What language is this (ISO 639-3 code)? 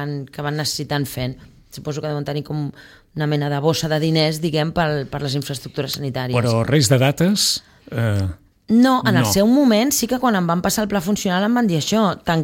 cat